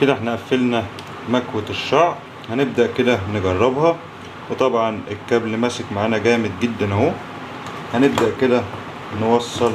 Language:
Egyptian Arabic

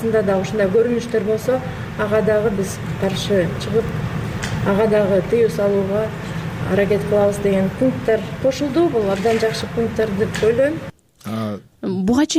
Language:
Kyrgyz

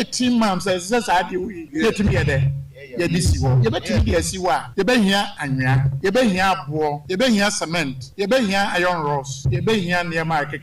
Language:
Akan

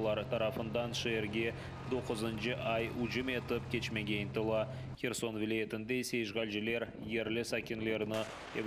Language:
Crimean Tatar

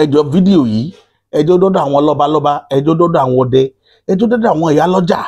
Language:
Yoruba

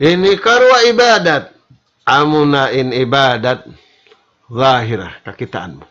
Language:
Tausug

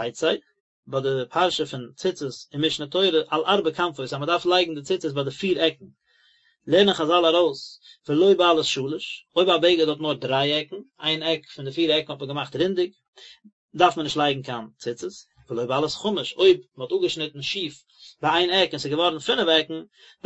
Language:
Yiddish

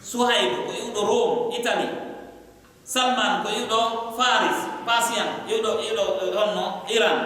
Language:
Pular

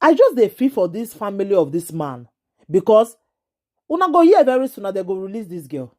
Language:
Nigerian Pidgin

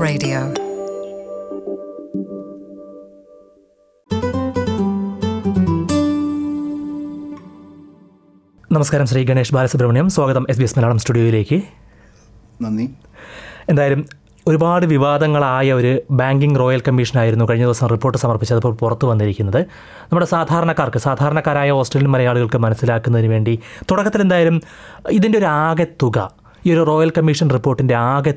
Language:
Malayalam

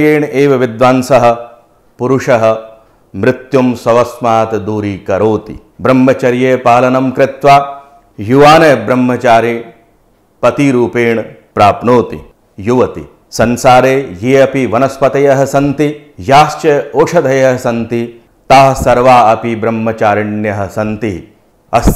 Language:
Sanskrit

